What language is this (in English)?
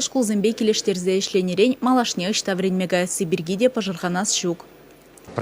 Chuvash